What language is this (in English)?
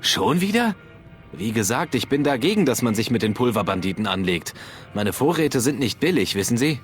Bavarian